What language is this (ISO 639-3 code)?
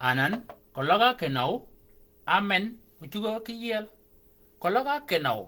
shk